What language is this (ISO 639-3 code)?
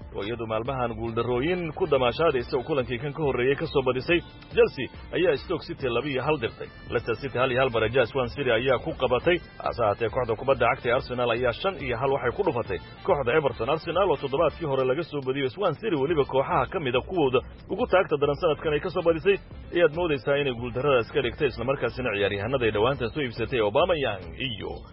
som